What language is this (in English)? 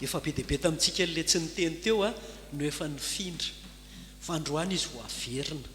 Malagasy